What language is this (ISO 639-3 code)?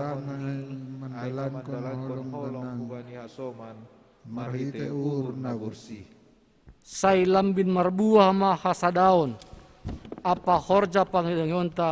bts